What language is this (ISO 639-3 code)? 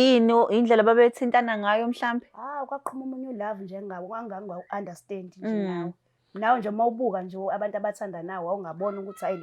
zul